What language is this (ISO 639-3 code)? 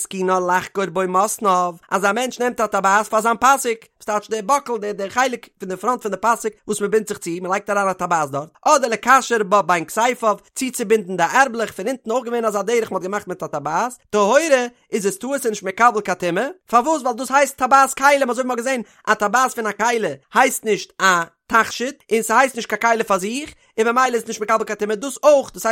yid